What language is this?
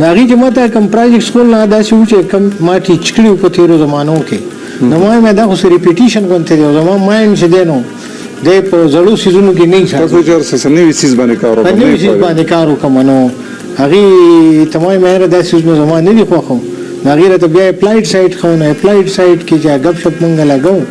Pashto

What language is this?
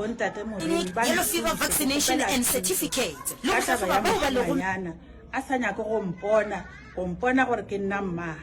Northern Sotho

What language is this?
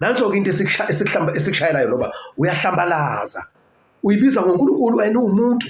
Zulu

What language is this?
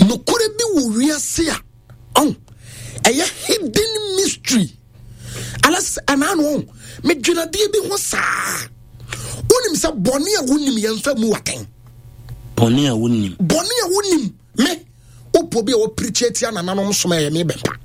Akan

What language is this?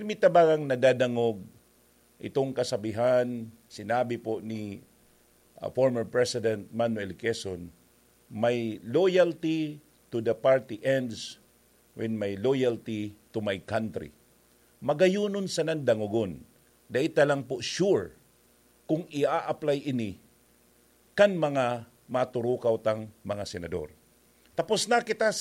Bikol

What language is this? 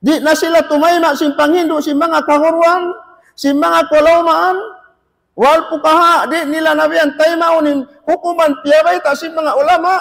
Tausug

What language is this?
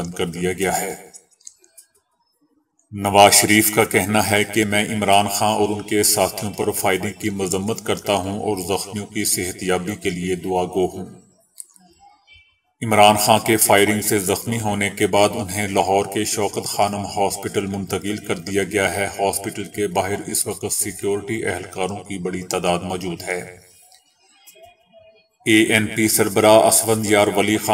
Urdu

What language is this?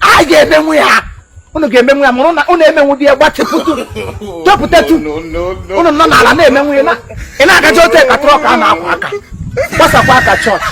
Igbo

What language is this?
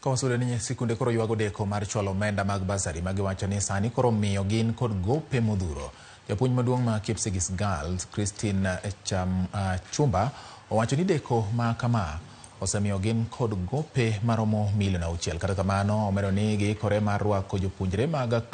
Luo (Kenya and Tanzania)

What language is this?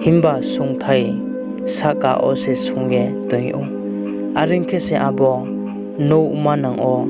Riang (India)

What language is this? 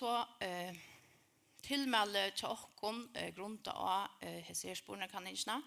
Faroese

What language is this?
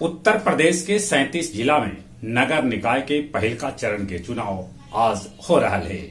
Magahi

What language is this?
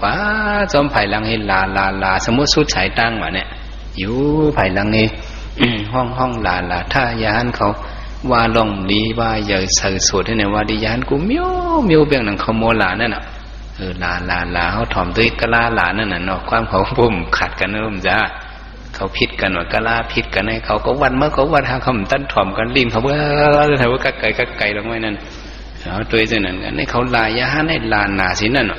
Shan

